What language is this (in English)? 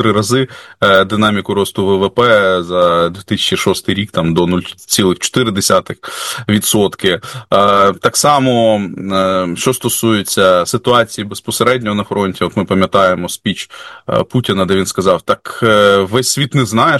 Ukrainian